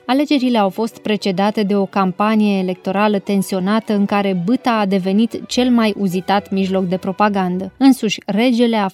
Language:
Romanian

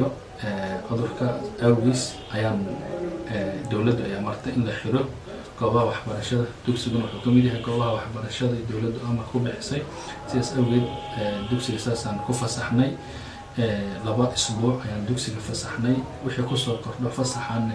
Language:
Somali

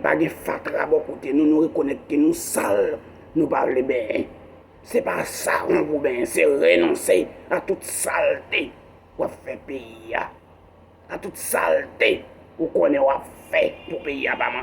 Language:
Haitian Creole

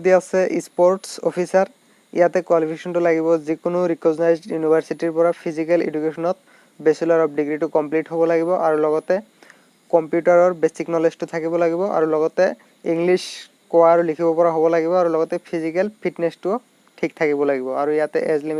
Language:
Assamese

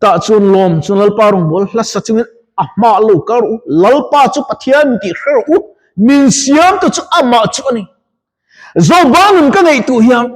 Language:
Mizo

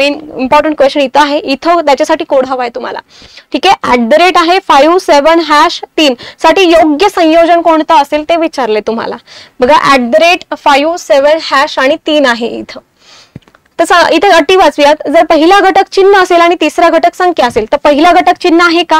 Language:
Marathi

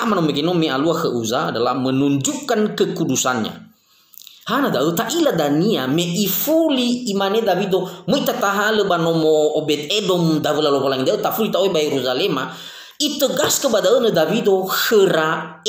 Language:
Nias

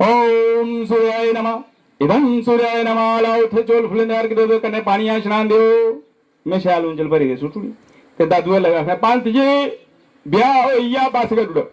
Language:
Dogri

